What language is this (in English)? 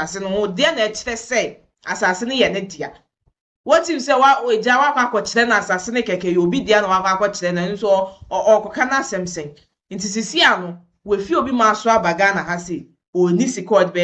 Akan